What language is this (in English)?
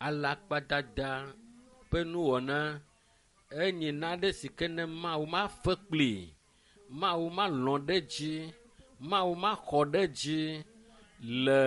Ewe